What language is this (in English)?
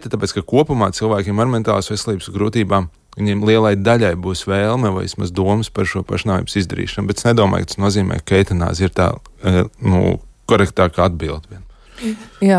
Latvian